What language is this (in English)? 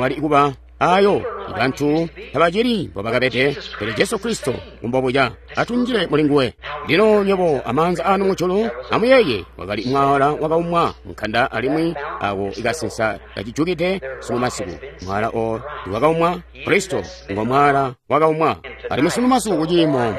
Tonga (Zambia)